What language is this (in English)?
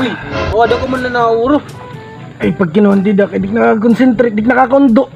Waray